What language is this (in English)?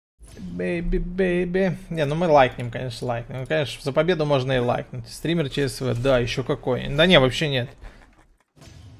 Russian